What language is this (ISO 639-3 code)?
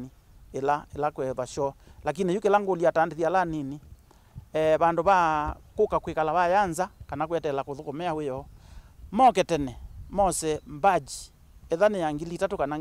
kam